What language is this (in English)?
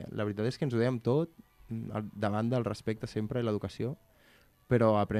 Catalan